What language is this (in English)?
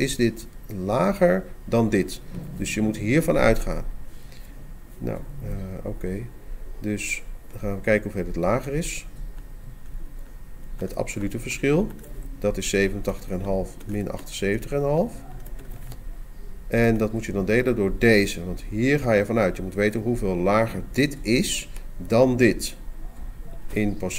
Dutch